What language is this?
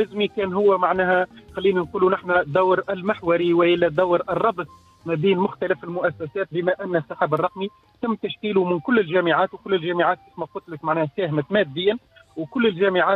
Tunisian Arabic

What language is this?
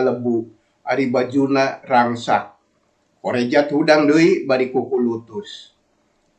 Sundanese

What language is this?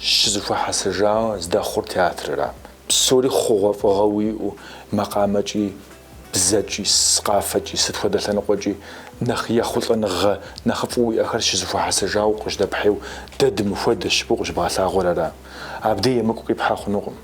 Kabardian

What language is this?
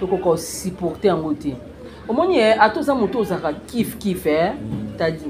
Lingala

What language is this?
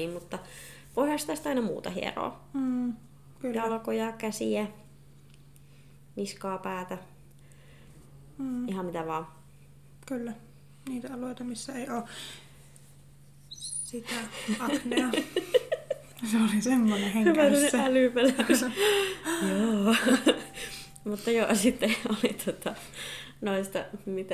Finnish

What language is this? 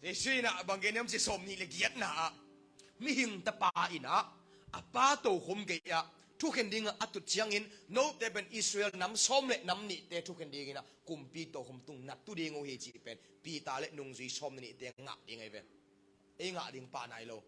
Tedim Chin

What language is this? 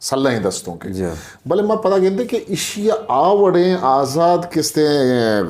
Eastern Balochi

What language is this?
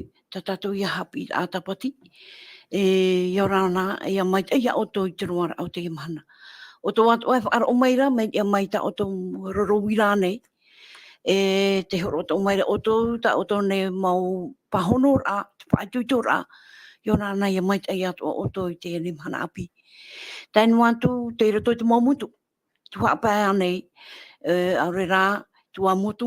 Tahitian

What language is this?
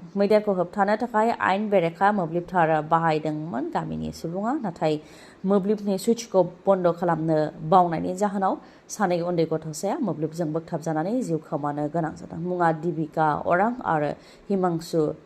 Bodo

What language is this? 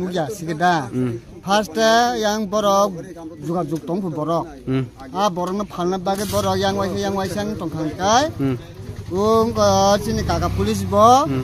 Kok Borok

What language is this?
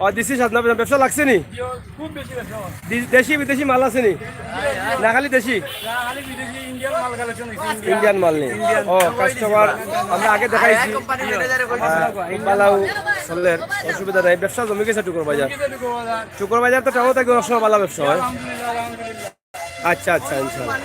Sylheti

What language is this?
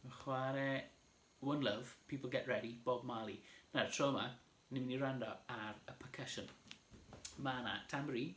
Welsh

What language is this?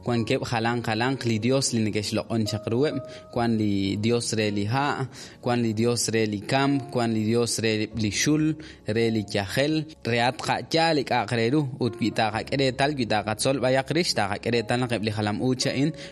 Kekchí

